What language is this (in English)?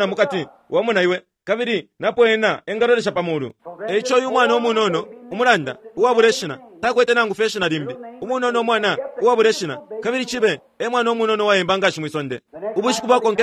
Bemba